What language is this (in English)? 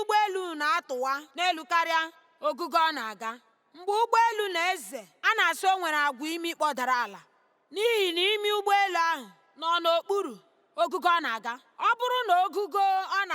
Igbo